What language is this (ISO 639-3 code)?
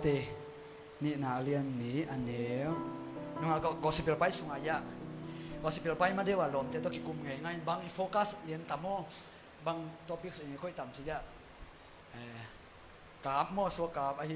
ctd